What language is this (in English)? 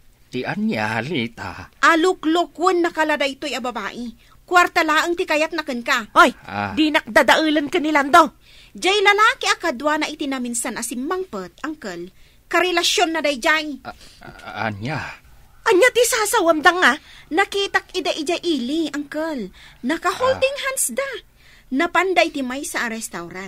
Iloko